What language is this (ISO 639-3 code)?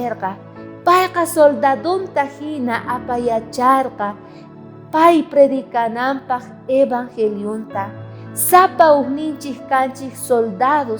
quh